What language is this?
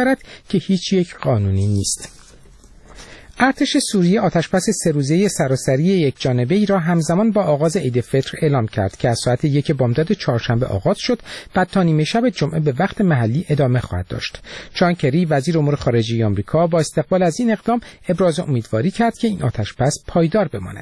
Persian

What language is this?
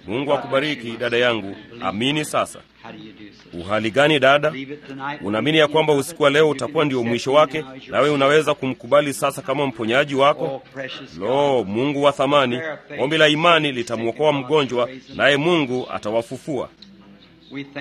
Swahili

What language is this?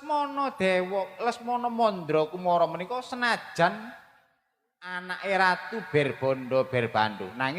Javanese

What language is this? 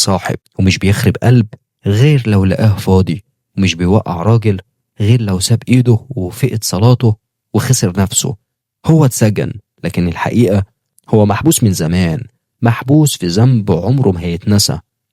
Egyptian Arabic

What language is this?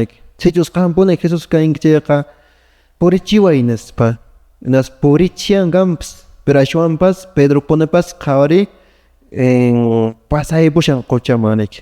Quechua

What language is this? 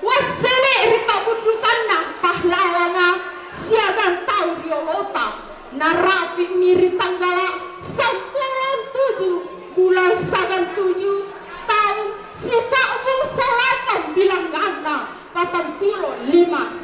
Makasar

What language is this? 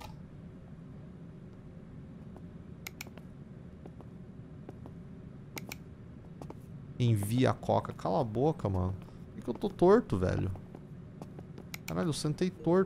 Portuguese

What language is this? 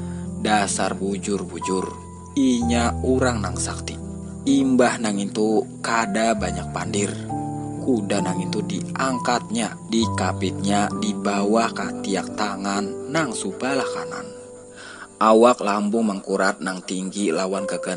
Banjar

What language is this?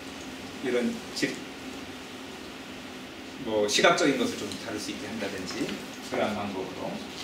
Korean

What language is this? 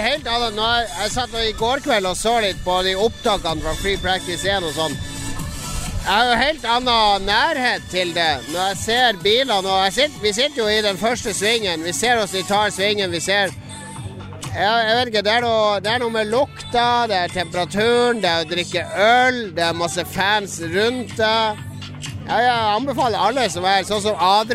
Norwegian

